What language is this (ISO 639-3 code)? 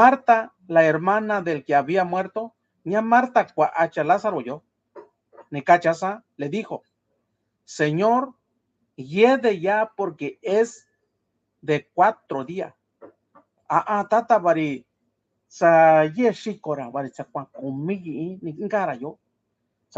mix